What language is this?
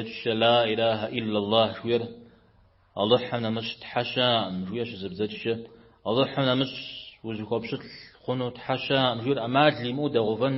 Kabardian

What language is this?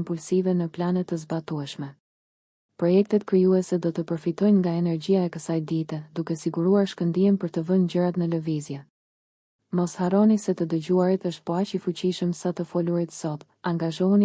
Albanian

